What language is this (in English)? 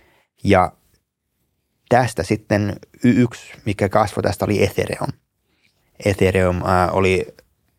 Finnish